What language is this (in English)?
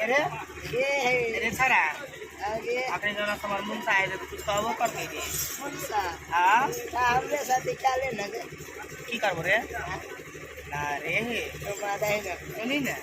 Maithili